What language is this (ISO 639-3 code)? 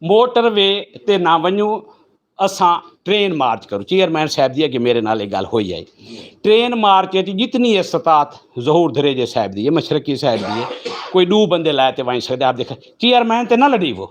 skr